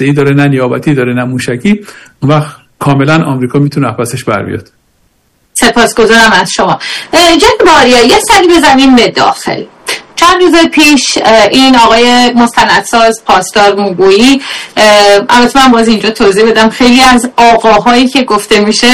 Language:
Persian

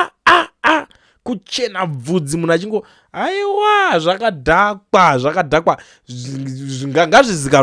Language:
Shona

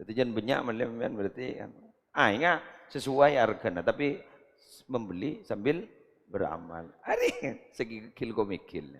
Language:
Madurese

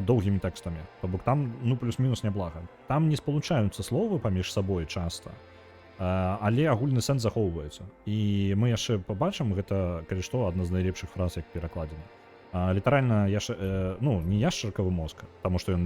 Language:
Belarusian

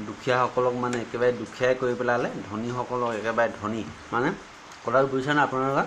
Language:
Assamese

